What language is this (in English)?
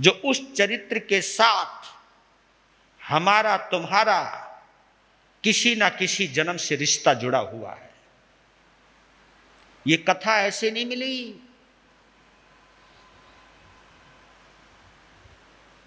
Hindi